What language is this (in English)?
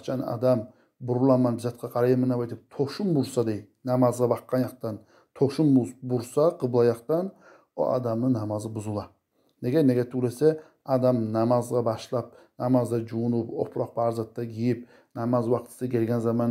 Kumyk